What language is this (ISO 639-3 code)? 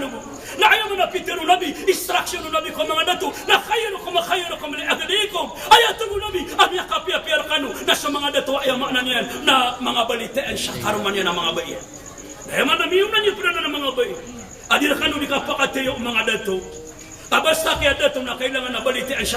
mrw